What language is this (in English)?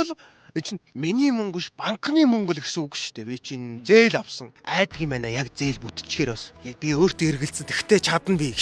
Mongolian